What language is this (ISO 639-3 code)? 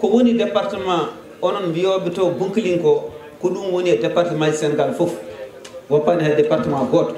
ful